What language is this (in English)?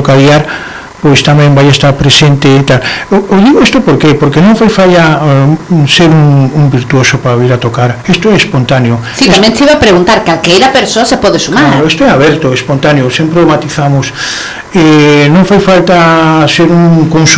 Galician